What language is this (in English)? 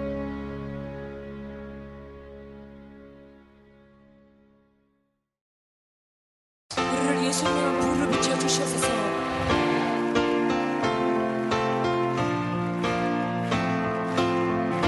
Korean